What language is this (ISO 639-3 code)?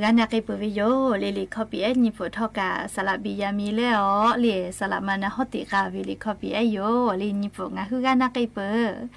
lhu